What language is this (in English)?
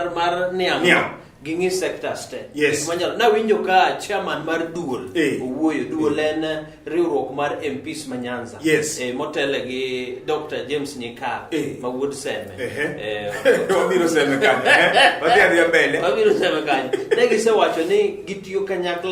Luo (Kenya and Tanzania)